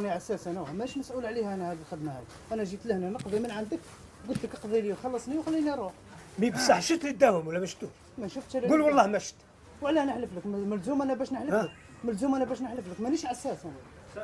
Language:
Algerian Arabic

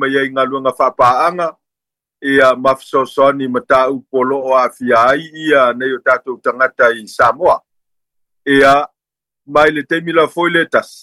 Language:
Samoan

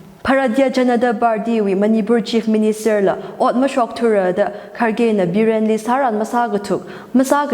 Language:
Tangkhul Naga (India)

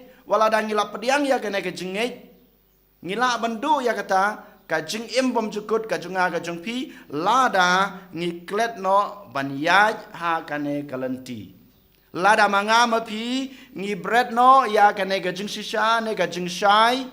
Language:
Khasi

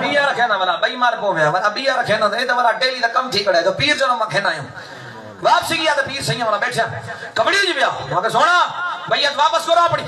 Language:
Saraiki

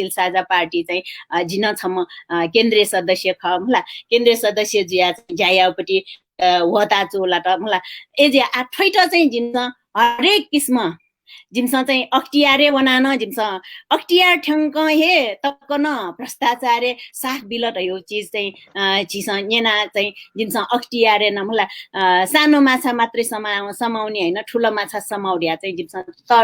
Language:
Newari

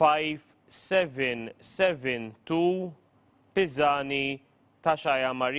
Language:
English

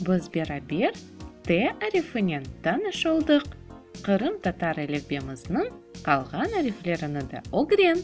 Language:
Crimean Tatar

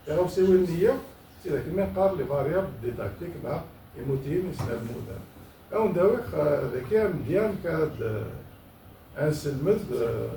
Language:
Kabyle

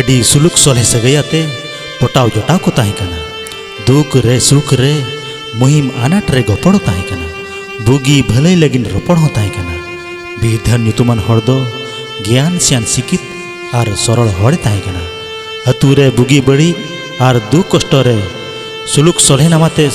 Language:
Santali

